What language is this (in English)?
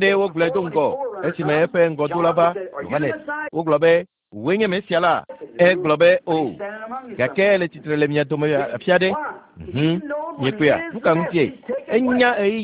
Ewe